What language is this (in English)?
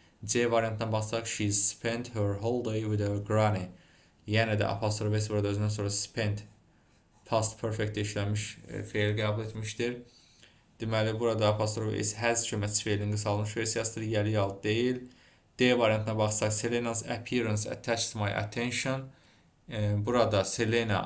Azerbaijani